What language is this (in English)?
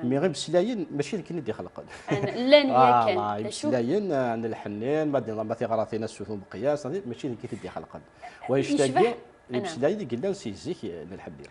Kabyle